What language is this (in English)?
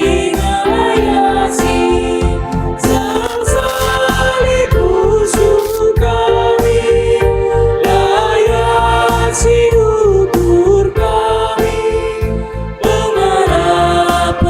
Batak Karo